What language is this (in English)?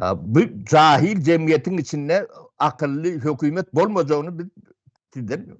Turkmen